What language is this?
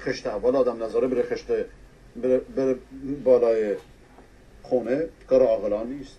Persian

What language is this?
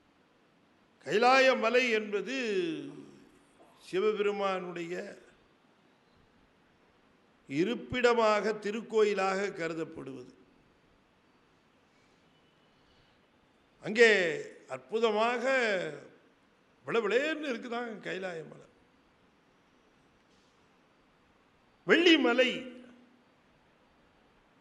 Tamil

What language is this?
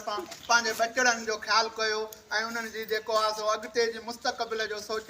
Sindhi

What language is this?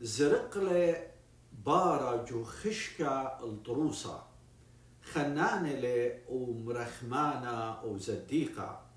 Assyrian Neo-Aramaic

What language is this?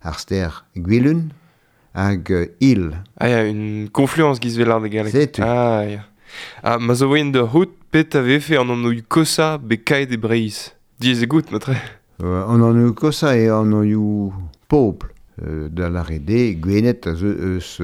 Breton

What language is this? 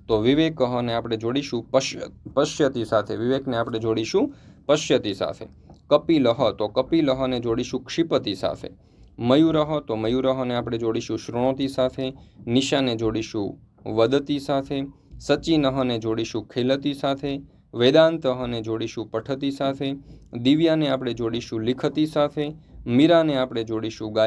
Gujarati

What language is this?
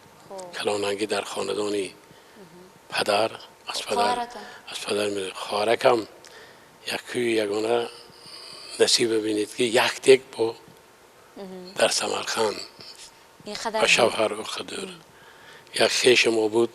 Tajik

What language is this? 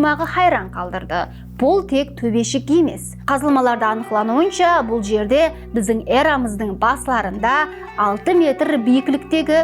Kara-Kalpak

